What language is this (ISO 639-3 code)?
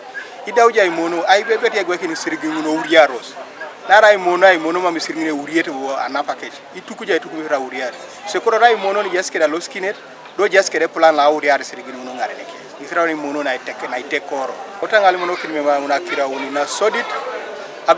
teo